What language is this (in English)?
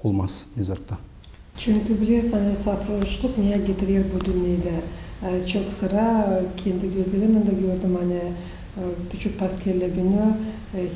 Gagauz